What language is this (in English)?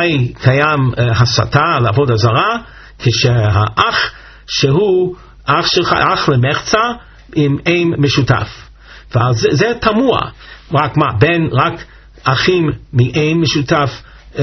Hebrew